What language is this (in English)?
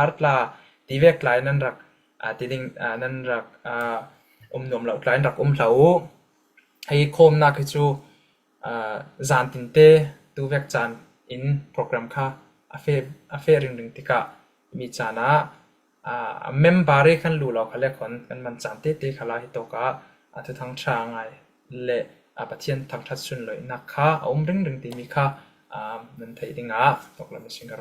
Falam Chin